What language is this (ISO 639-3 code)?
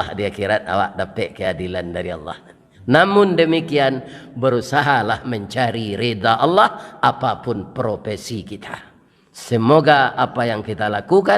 min